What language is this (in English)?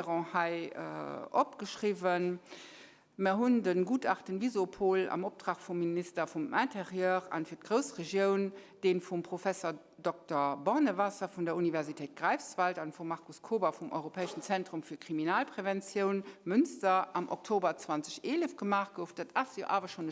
Luxembourgish